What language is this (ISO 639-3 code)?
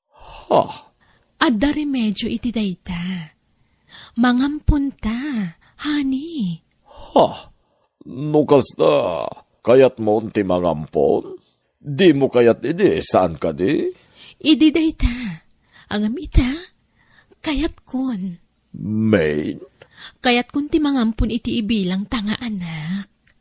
ilo